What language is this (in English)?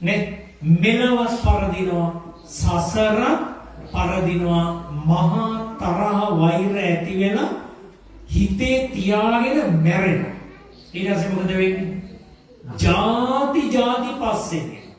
Sinhala